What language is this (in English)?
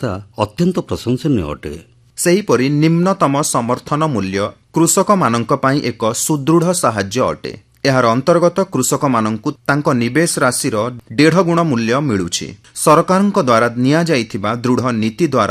Odia